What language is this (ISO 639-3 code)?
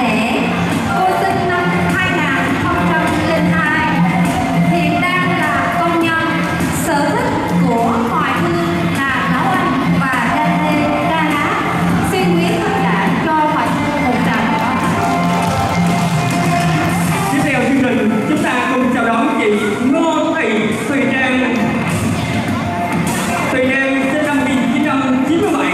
vie